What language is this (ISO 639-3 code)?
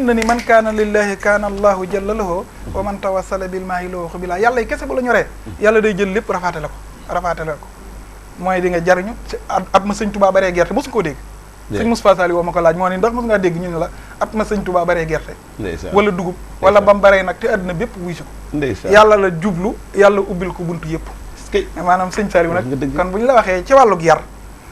wol